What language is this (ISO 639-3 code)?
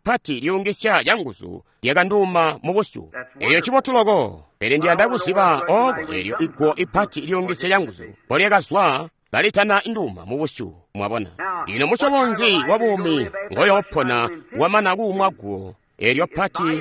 toi